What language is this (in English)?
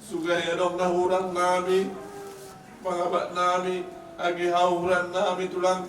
Batak Simalungun